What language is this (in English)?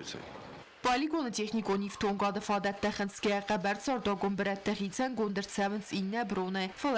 Ossetic